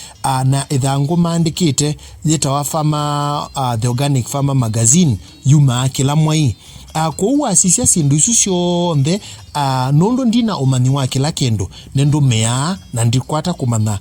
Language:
Kamba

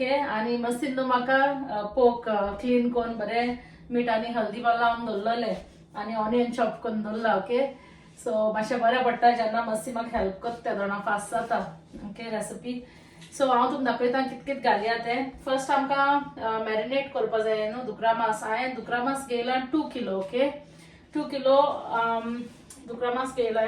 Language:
Konkani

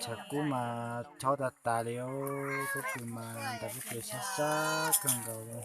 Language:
Hmong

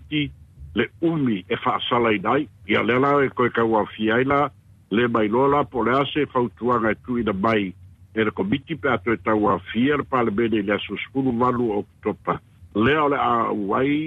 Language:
Samoan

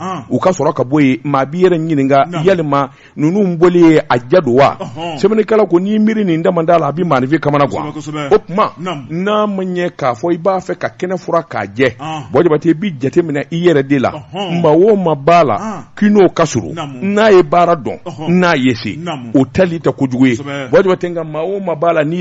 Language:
Bambara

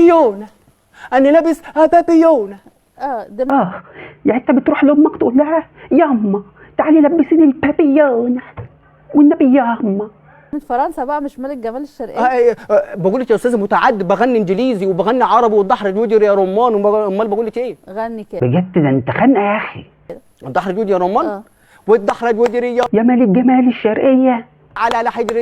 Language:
Egyptian Arabic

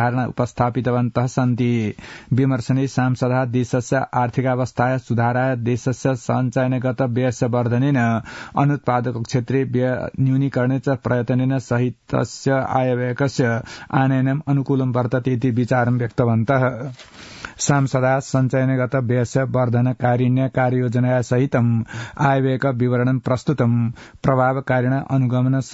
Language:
Sanskrit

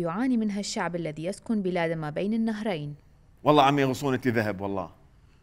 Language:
Mesopotamian Arabic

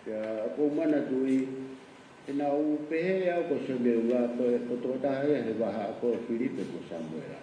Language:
Tongan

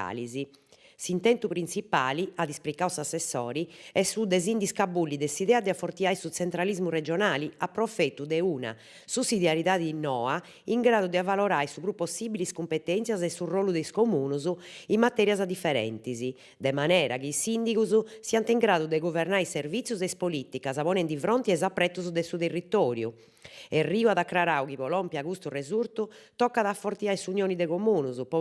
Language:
Sardinian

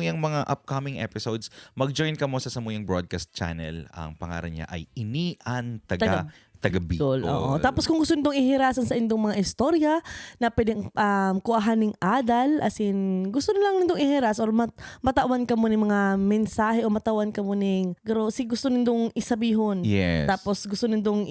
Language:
Bikol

